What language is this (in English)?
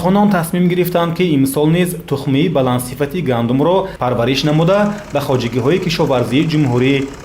Tajik